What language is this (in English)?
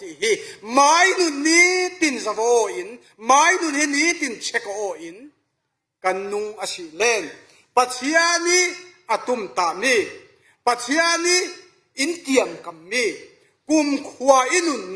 Falam Chin